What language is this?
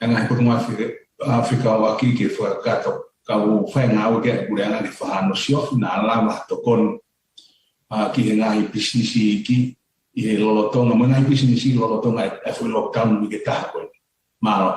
Tongan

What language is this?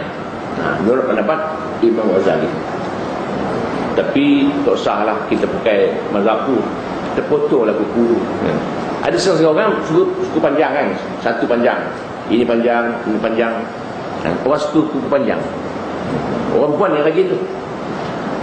Malay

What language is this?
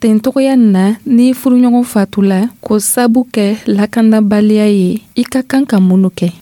Dyula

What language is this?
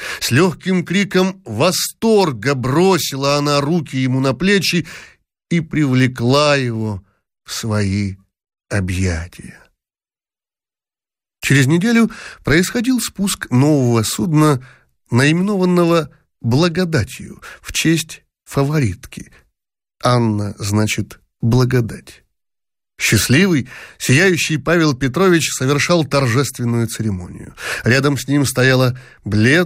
Russian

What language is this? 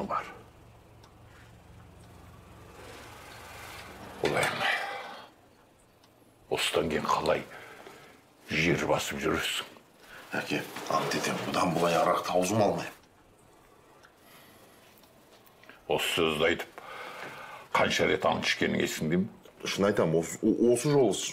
Kazakh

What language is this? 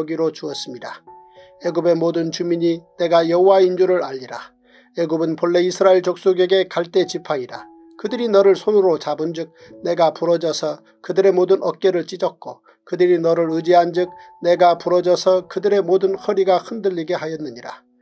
Korean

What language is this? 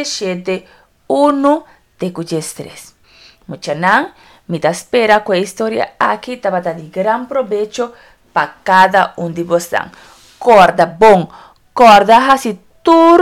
Papiamento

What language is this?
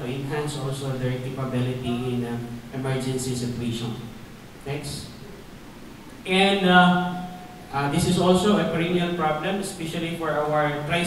Cebuano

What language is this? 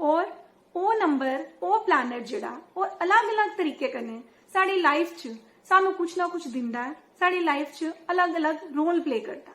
Dogri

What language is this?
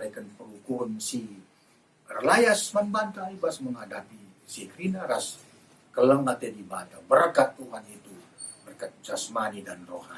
Batak Karo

